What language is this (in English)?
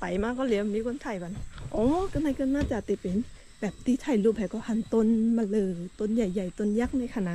Shan